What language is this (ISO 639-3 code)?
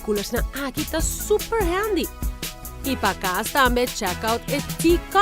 pap